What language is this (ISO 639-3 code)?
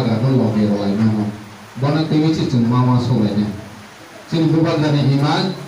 trp